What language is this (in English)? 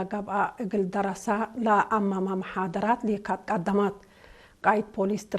Tigre